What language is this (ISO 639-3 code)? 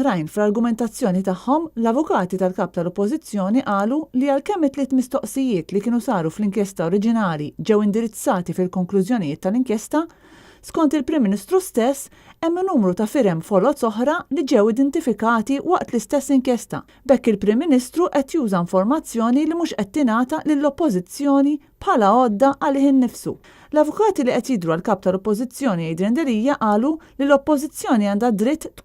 mlt